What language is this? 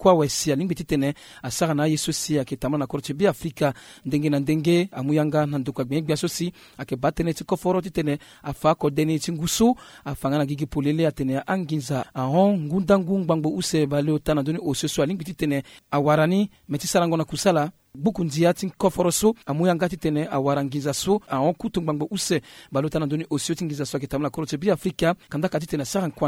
Sango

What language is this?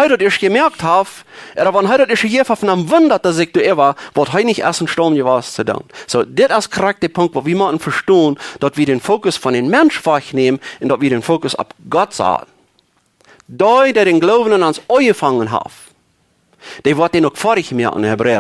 Plautdietsch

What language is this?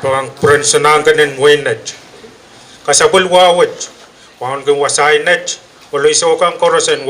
Pohnpeian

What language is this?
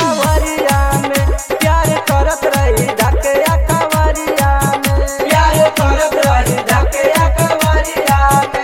Bhojpuri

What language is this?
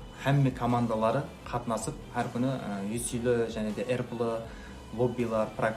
Kara-Kalpak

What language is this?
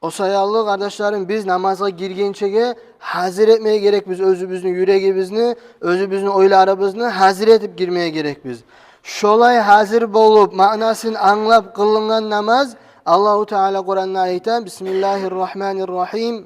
Kumyk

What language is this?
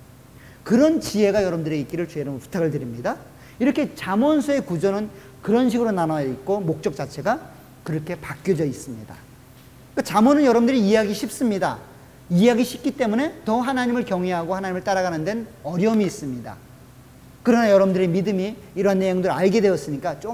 Korean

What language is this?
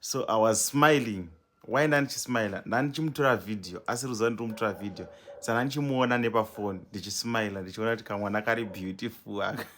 Shona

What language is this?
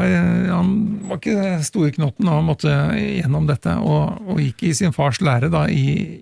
Norwegian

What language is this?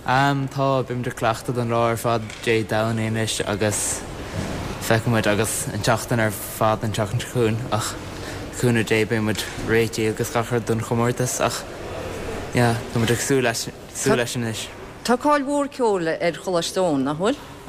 Irish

